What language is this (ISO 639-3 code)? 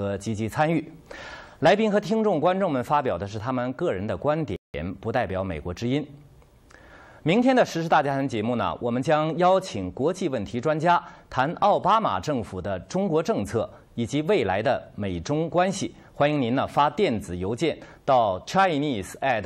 zho